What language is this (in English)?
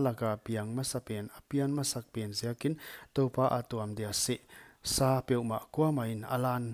Paite Chin